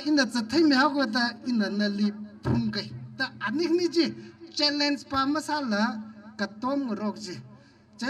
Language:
Tangkhul Naga (India)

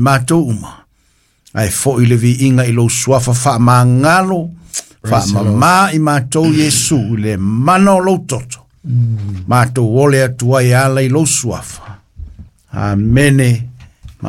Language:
Samoan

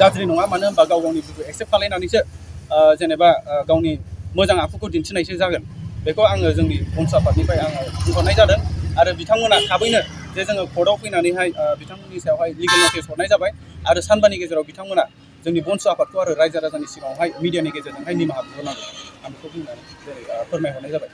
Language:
Bodo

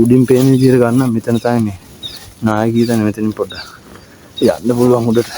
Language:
Sinhala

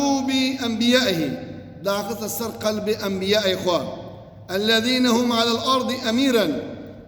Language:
Kurdish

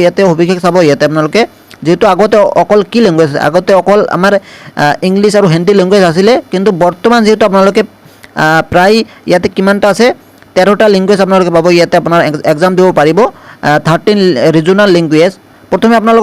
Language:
Assamese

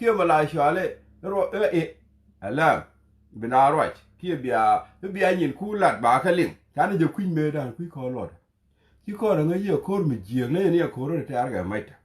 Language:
Nuer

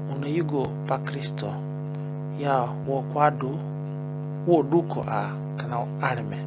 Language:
Zande (individual language)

